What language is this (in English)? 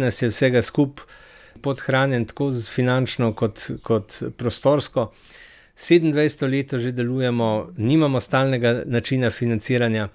Slovenian